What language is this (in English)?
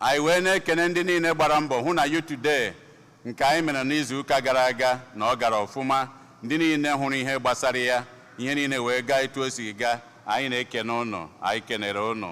Igbo